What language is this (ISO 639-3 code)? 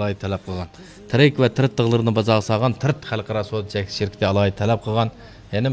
uig